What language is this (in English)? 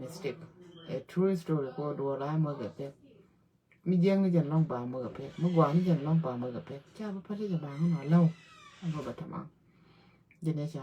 Nuer